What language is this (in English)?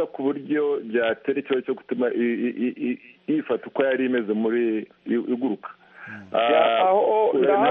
Kinyarwanda